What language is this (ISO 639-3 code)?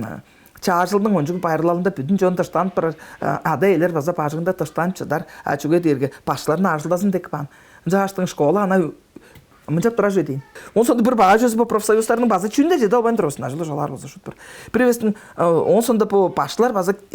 tyv